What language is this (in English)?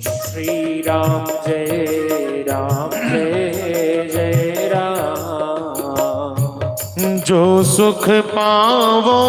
Dogri